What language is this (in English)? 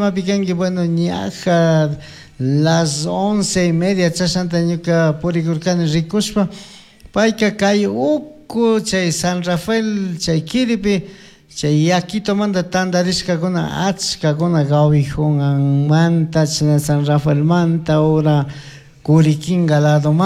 Chimborazo Highland Quichua